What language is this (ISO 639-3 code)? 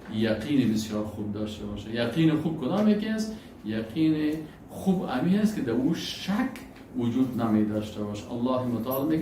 fas